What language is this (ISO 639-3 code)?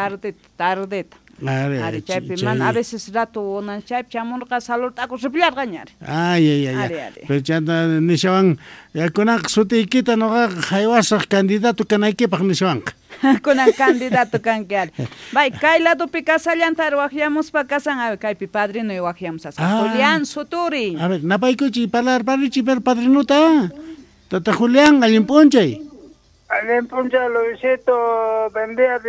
quh